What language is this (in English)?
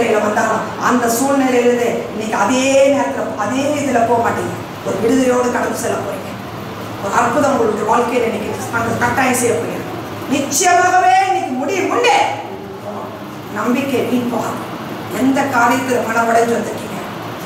Tamil